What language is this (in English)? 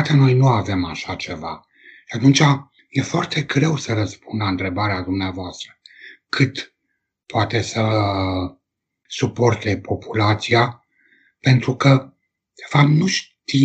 Romanian